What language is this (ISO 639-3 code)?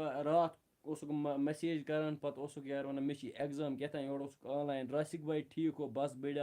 kas